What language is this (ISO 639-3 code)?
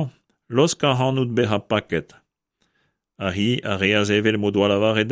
bre